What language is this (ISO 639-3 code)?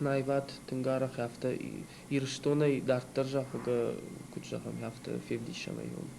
oss